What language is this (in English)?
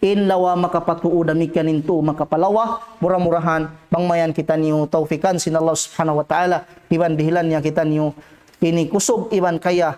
Tausug